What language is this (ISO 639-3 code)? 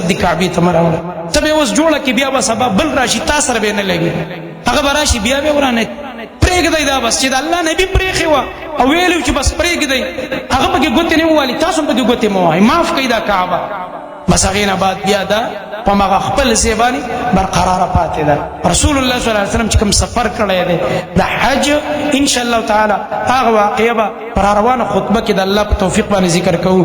pus